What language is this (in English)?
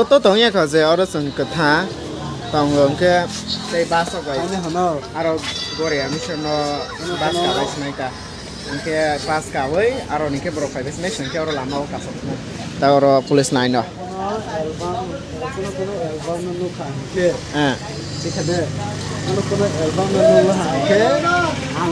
Kok Borok